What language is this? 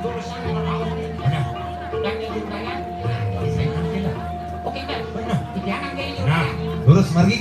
Balinese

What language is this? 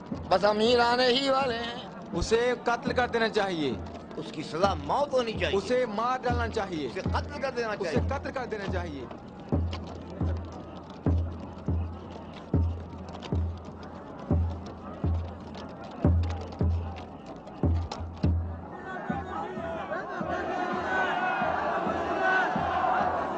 Urdu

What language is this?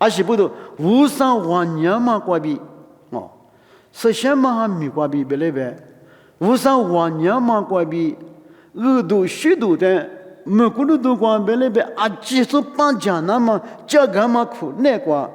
Lisu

